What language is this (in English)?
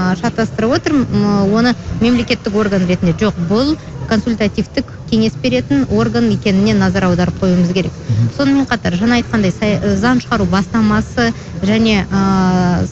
Kazakh